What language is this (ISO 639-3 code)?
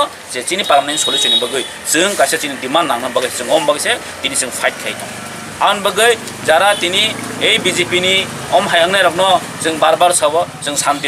trp